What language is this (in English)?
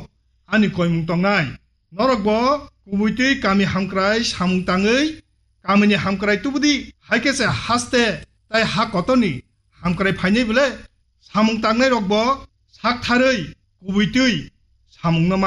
Kok Borok